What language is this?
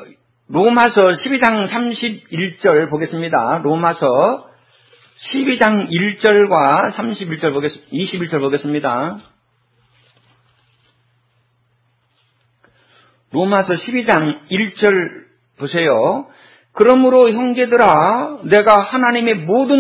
Korean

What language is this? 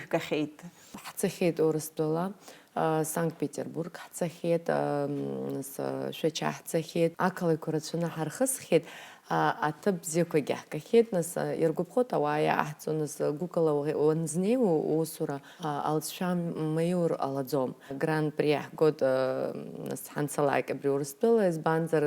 Abkhazian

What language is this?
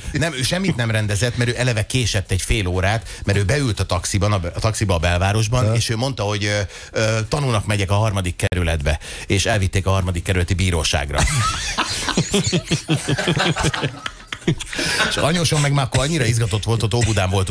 Hungarian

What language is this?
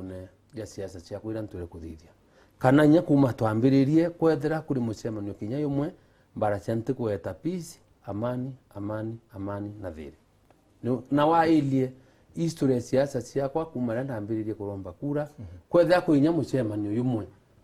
Meru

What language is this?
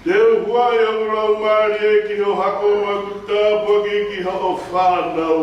Tongan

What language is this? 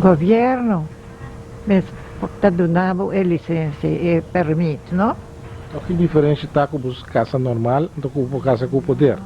Papiamento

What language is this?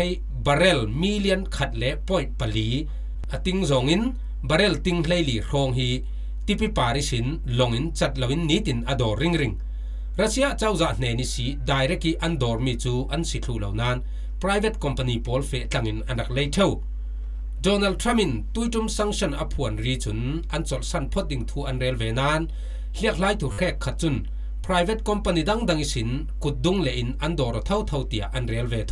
Falam Chin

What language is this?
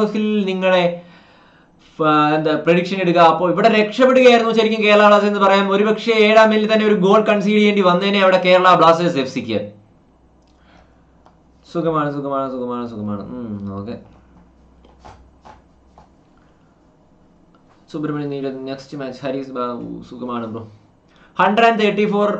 Malayalam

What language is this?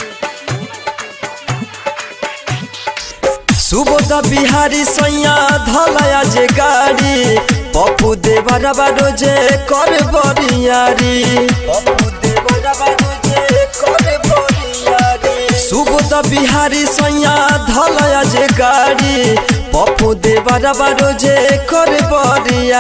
Bhojpuri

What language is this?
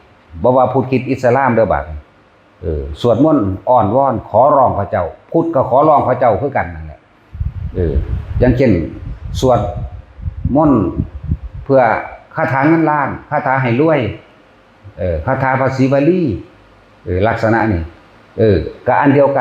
Northeastern Thai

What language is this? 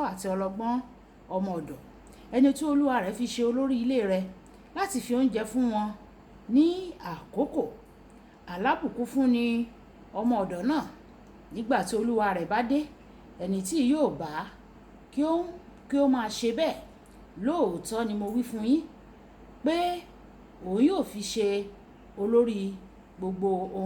Yoruba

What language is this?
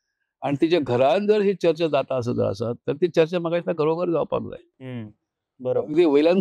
Konkani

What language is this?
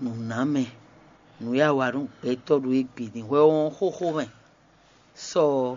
Fon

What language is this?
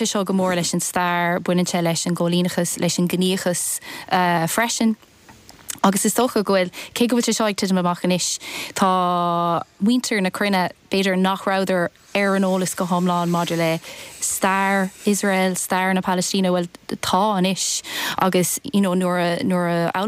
Irish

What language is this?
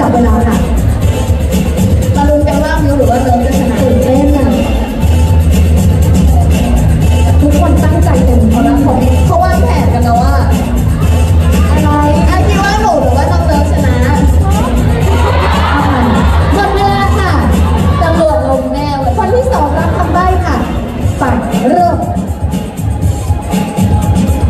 Thai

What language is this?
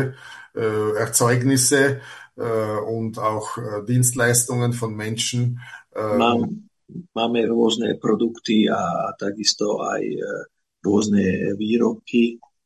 Slovak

